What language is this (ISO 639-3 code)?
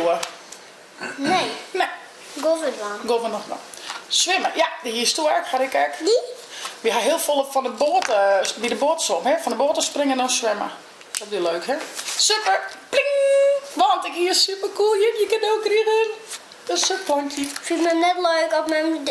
fry